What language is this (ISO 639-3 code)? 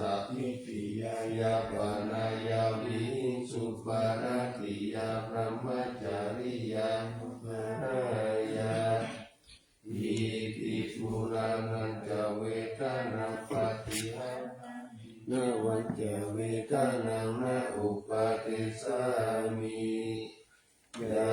pli